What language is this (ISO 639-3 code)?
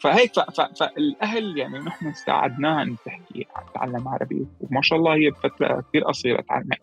apc